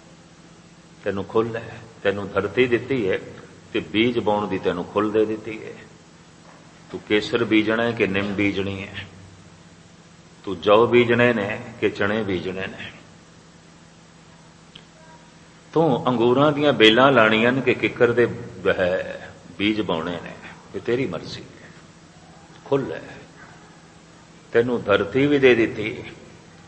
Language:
Punjabi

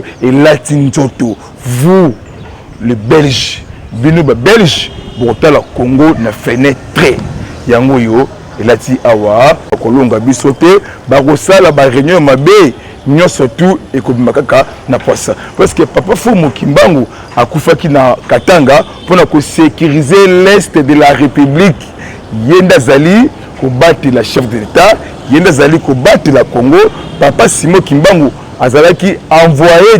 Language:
Lingala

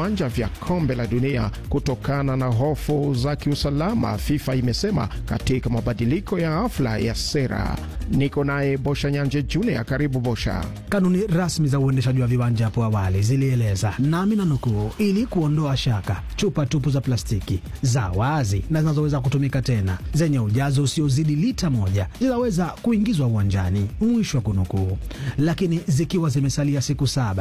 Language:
Swahili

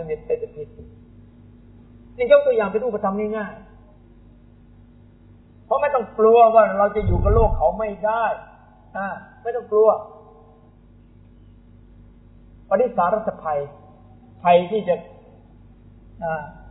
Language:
Thai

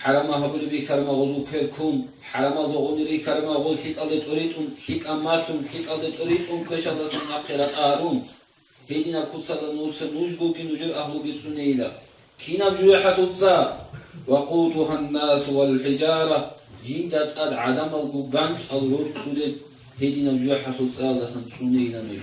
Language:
Avaric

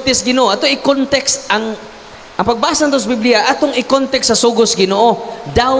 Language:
Cebuano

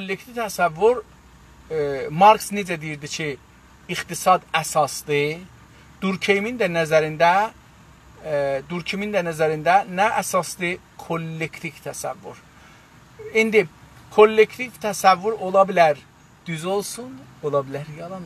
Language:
South Azerbaijani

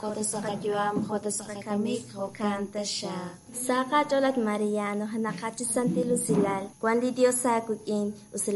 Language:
Kekchí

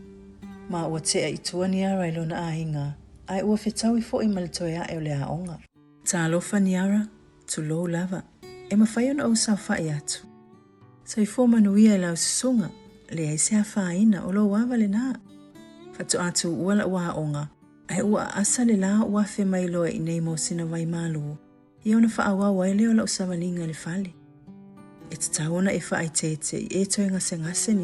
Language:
Samoan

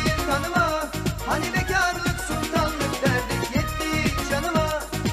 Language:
Turkish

